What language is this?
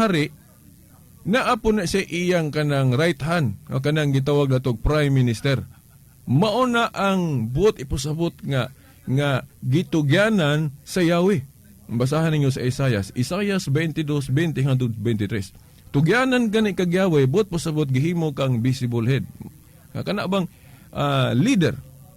Cebuano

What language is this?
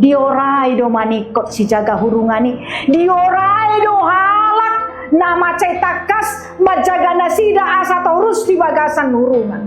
Batak Toba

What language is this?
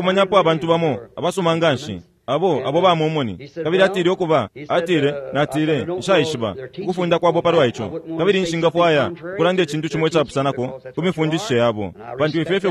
Bemba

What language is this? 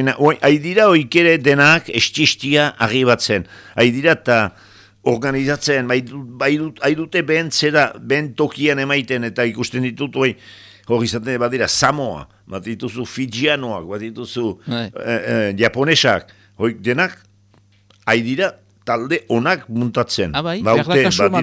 Basque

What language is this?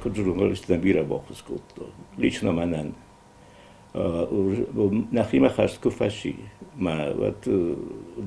Ossetic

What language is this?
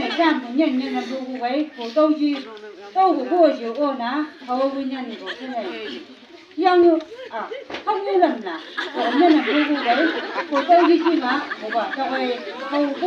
Chang Naga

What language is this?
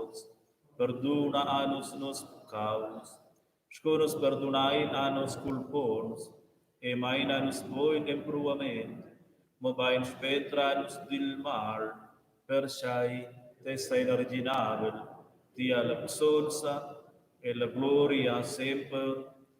Romansh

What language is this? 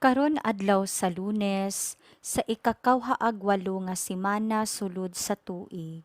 Cebuano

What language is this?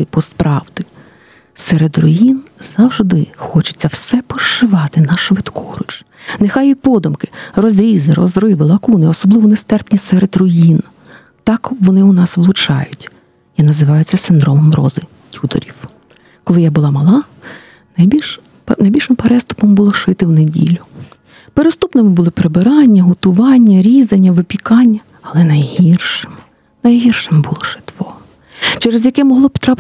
Ukrainian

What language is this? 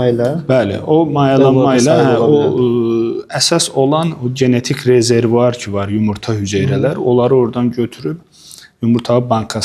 Azerbaijani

